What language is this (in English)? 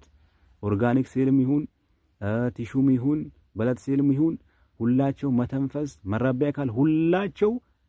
Amharic